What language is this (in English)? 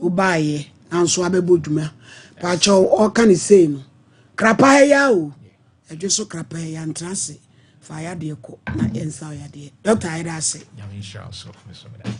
Akan